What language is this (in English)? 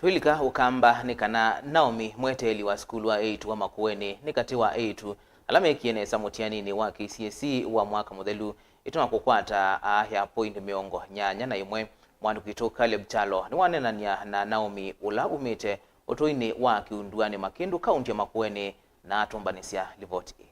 Kamba